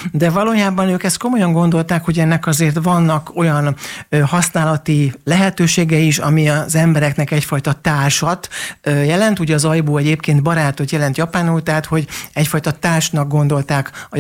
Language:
Hungarian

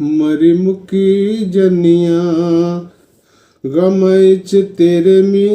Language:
Dogri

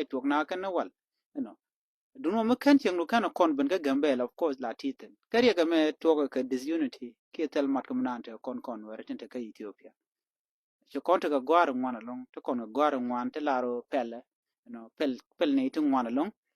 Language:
Nuer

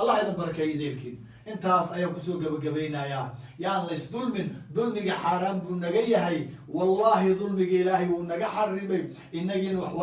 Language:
Somali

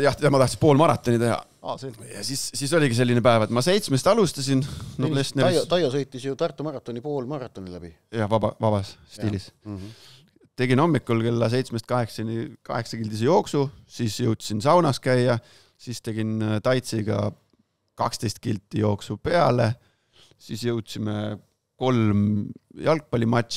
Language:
Estonian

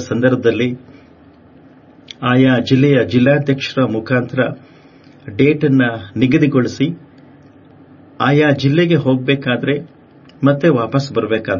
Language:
Kannada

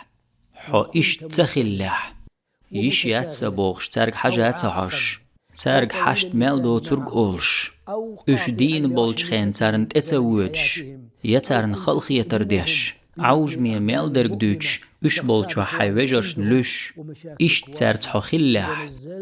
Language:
Chechen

